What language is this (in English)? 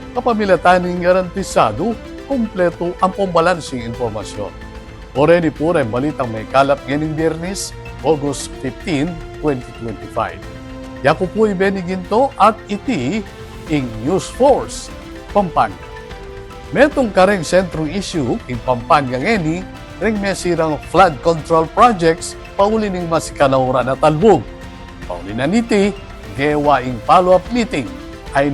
Pampanga